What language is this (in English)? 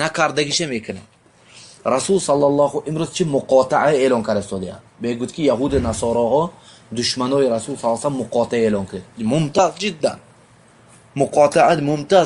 Tajik